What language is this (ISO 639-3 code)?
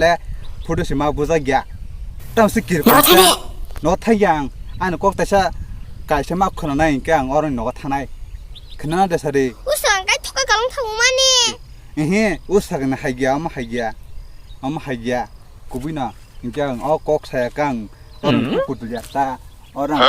trp